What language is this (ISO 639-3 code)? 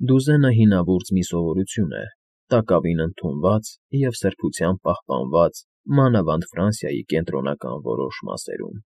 hye